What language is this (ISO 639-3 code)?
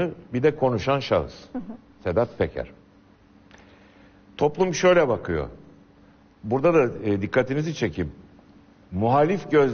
tur